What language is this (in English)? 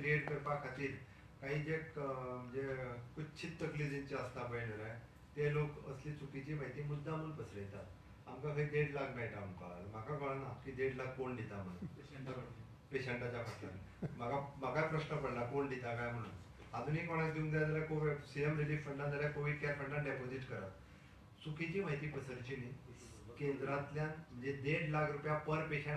Konkani